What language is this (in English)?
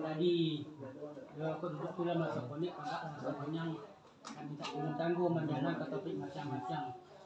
Minangkabau